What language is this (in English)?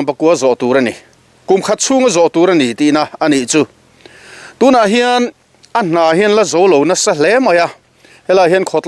Mizo